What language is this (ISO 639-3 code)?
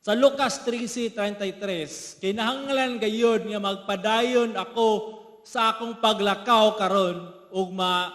ceb